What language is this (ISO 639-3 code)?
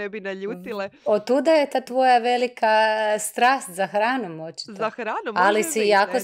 hrv